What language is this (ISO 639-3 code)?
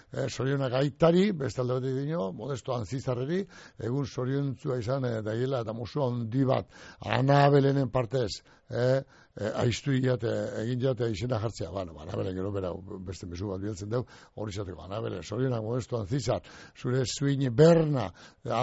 eus